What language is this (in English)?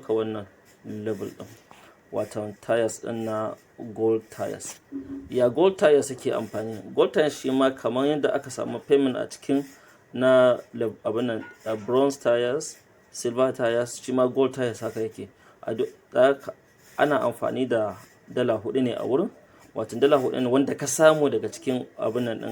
Hausa